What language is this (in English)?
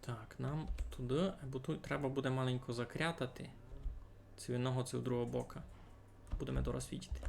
Rusyn